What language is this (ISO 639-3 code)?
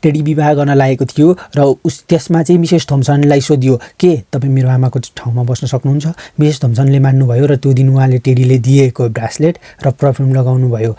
nep